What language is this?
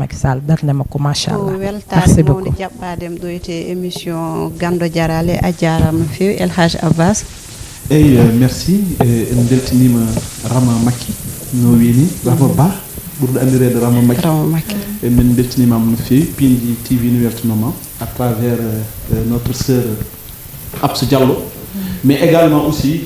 Fula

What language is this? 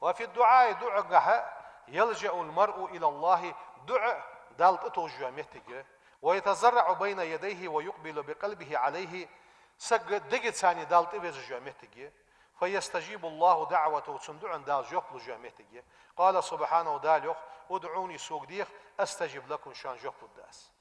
Ingush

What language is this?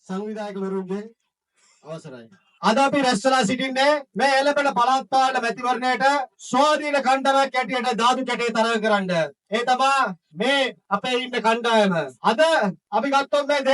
Sinhala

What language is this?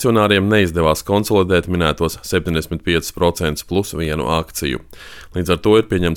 Latvian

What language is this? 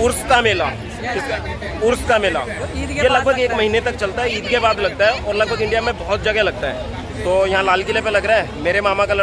Hindi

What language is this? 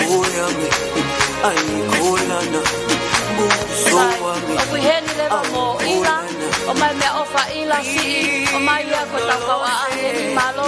Tongan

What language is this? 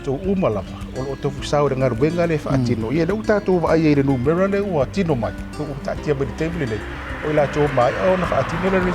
Samoan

